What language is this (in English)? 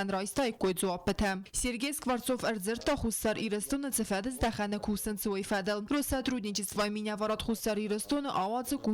Ossetic